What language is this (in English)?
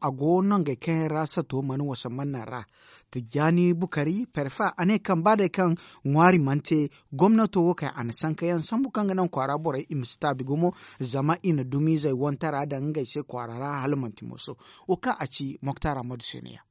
Zarma